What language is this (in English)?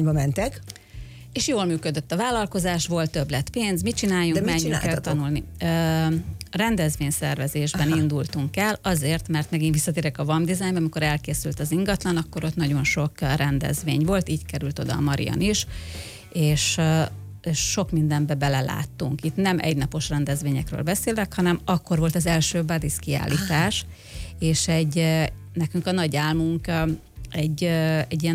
Hungarian